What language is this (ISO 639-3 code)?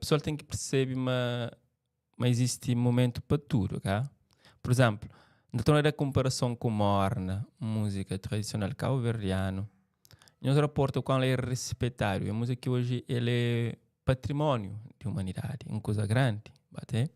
kea